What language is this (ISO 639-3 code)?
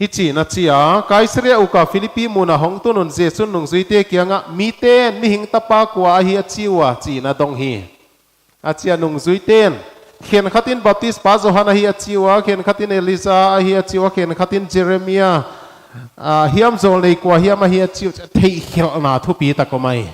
pck